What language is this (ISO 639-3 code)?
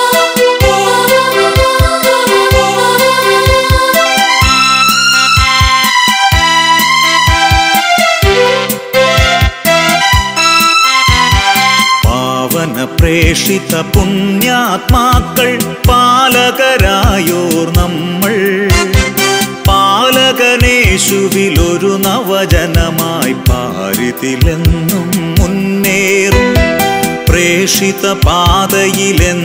mal